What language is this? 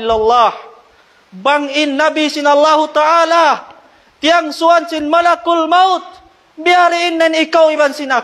Tausug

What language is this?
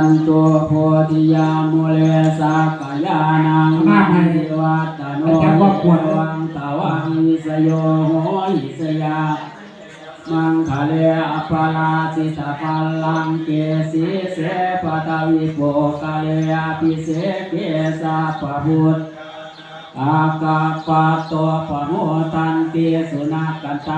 Pali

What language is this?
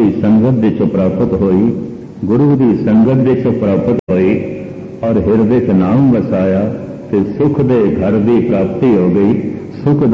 Punjabi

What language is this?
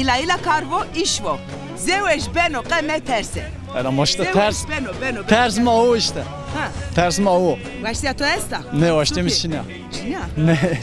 Zaza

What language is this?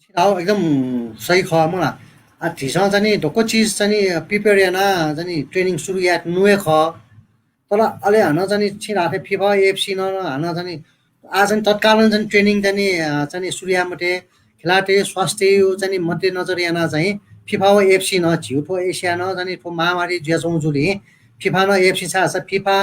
Newari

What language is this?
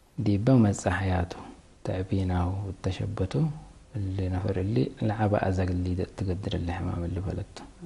Tigre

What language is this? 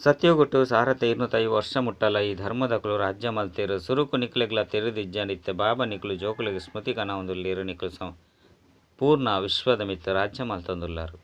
Tulu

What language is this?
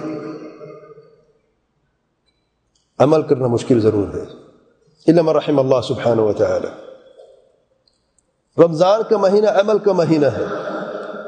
Urdu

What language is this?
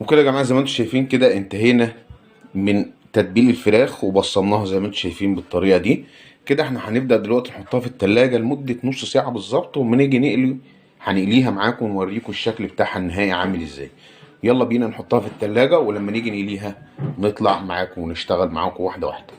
Egyptian Arabic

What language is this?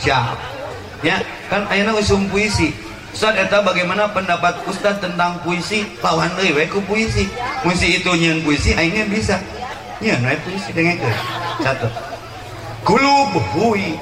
Sundanese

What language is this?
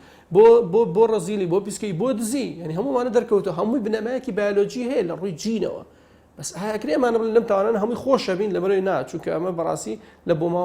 Central Kurdish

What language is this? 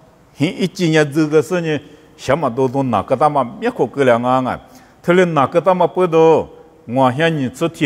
Lisu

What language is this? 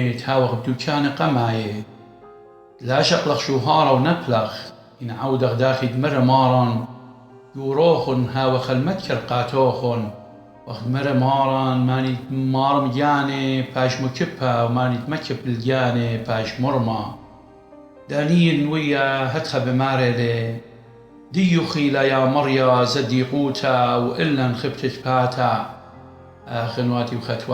Assyrian Neo-Aramaic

